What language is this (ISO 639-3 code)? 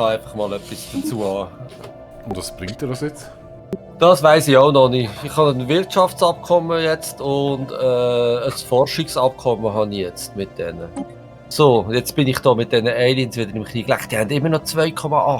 gsw